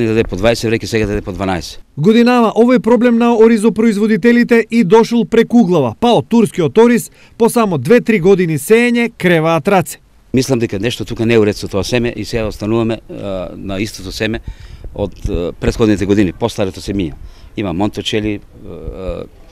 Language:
Macedonian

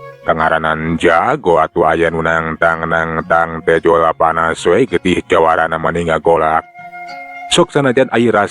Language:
Sundanese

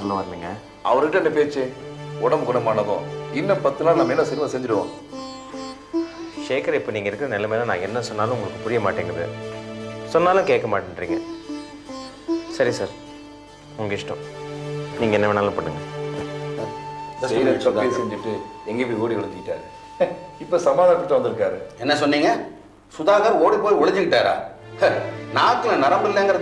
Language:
Tamil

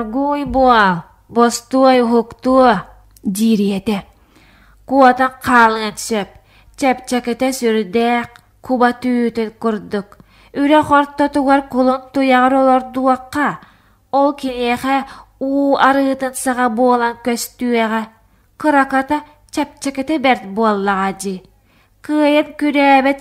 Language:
Yakut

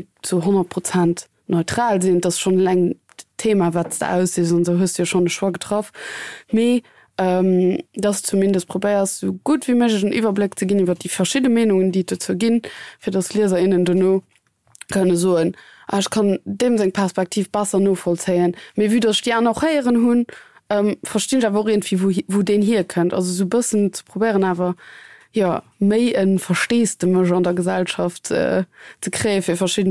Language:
Luxembourgish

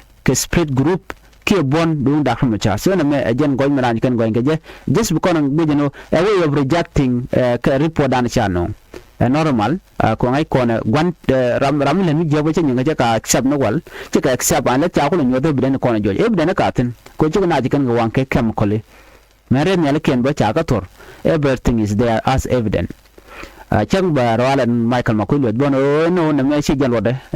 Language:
Nuer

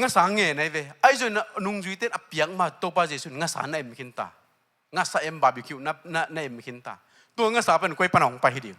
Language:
Tedim Chin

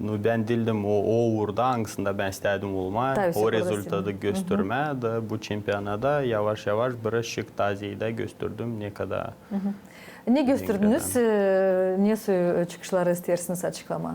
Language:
Gagauz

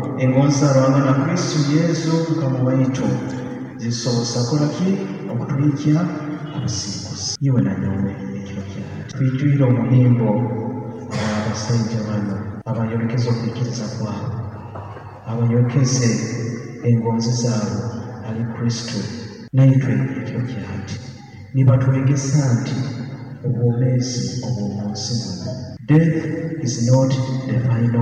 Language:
Nyoro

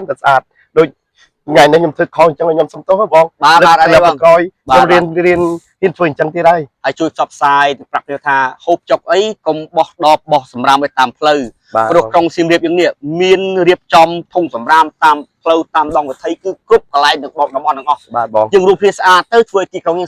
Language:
Khmer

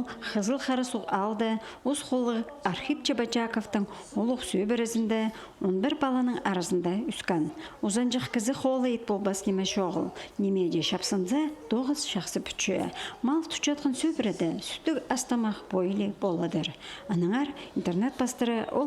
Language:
Khakas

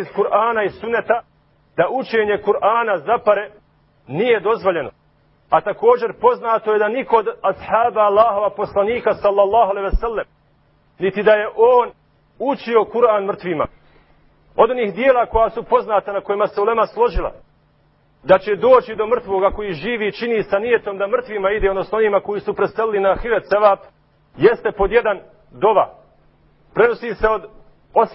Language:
Bosnian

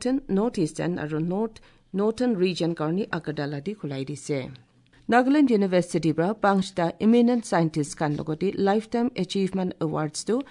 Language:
Assamese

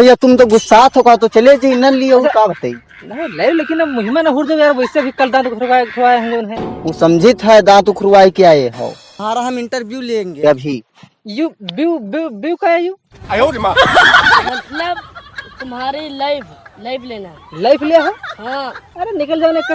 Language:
Awadhi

